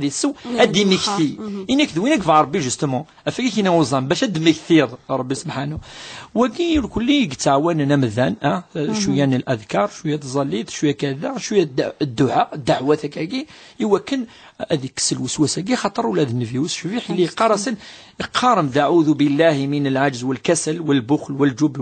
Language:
Kabyle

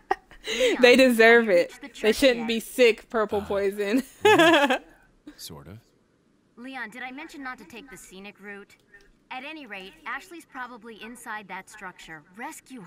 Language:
English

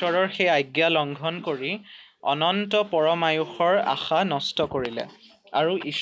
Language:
Assamese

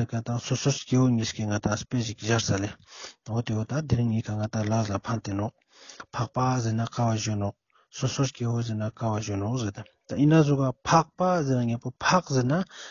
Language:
Ladakhi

